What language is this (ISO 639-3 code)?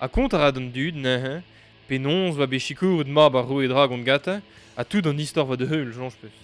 bre